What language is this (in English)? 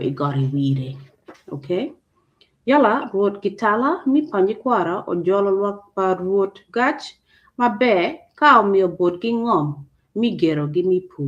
Acoli